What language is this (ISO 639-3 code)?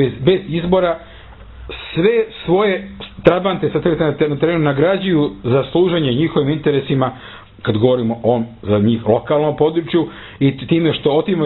srp